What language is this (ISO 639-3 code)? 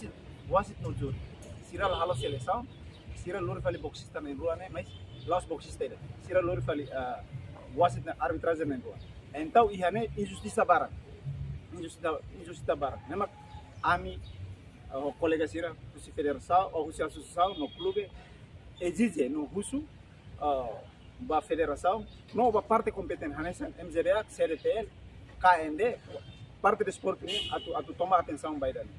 tet